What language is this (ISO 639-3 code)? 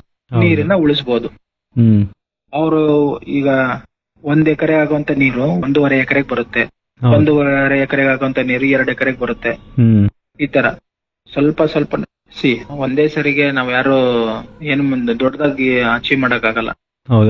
kan